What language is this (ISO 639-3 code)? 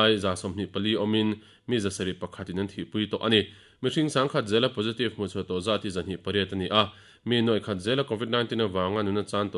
lus